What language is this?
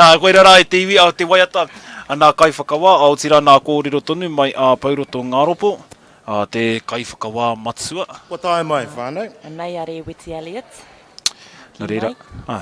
Māori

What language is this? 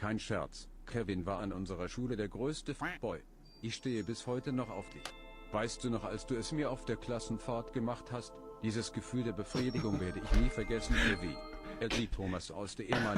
Swiss German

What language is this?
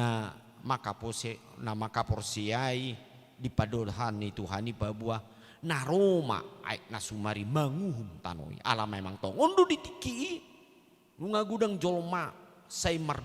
Batak Toba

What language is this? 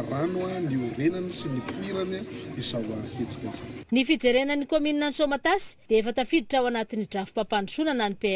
Malagasy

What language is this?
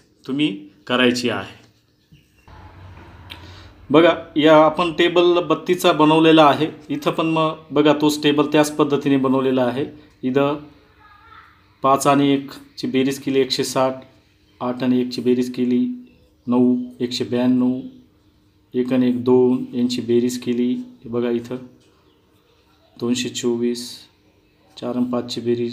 Marathi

